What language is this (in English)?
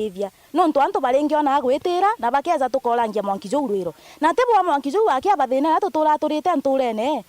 Meru